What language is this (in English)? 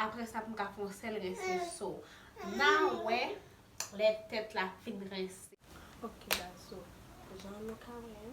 Haitian Creole